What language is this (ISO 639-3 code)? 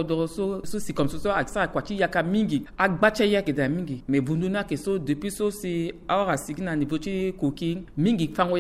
sag